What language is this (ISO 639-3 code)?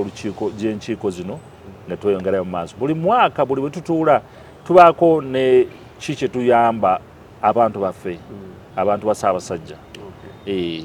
lug